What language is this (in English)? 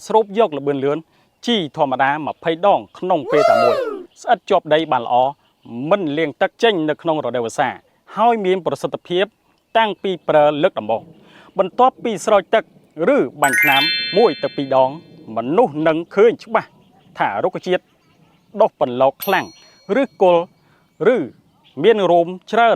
Khmer